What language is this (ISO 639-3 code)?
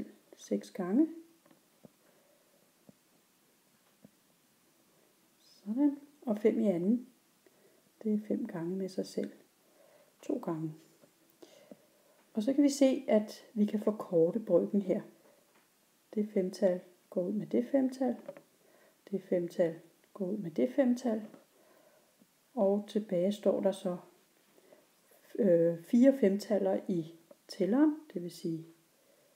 dan